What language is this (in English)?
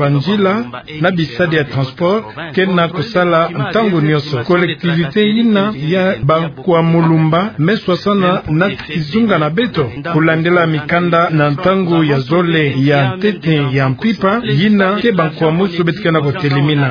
Kituba (Democratic Republic of Congo)